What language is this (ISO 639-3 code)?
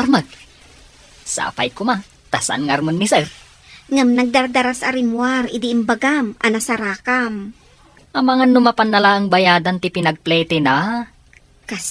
ilo